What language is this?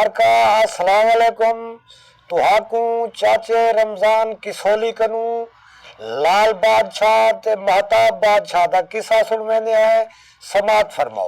Saraiki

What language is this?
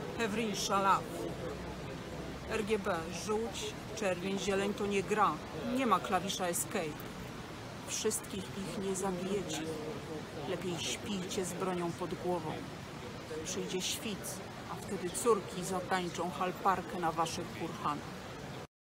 Polish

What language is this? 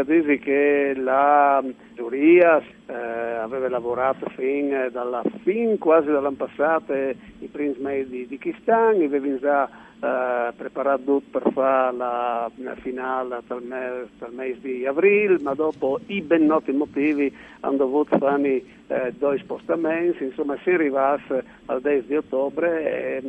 Friulian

